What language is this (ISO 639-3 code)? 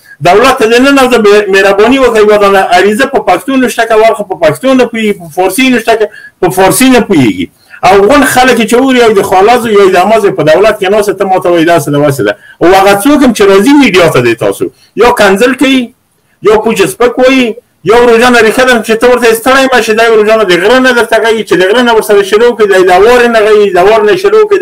pus